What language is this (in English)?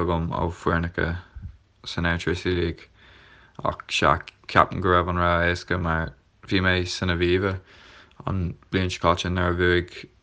Irish